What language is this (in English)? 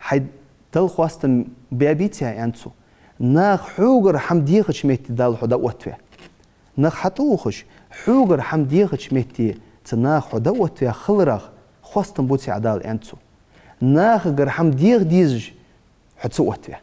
Ingush